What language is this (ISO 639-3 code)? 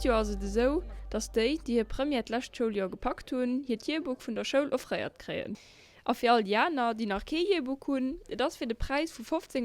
ltz